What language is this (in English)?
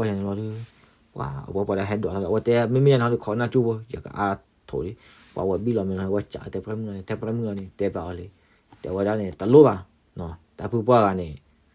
S'gaw Karen